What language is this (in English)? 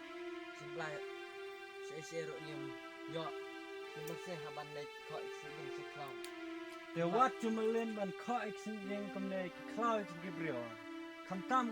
Khasi